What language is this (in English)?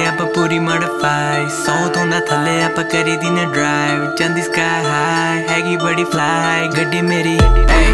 Punjabi